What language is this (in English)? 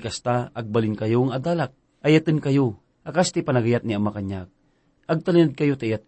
Iloko